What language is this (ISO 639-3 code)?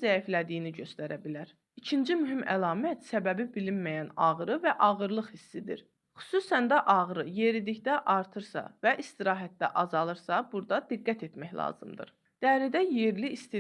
aze